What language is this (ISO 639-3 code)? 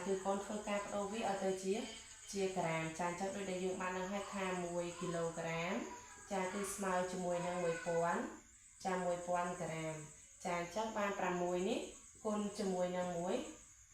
khm